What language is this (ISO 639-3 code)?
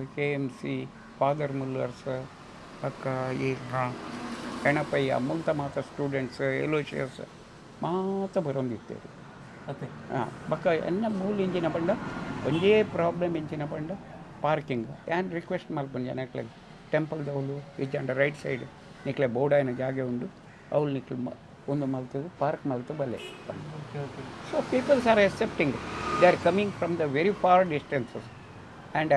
tcy